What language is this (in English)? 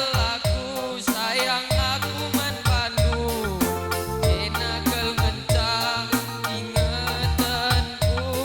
Batak Karo